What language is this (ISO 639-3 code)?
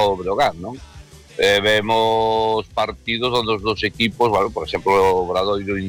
glg